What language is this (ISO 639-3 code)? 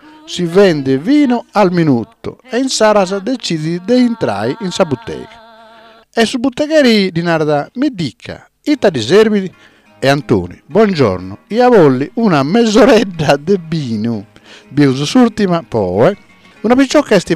srd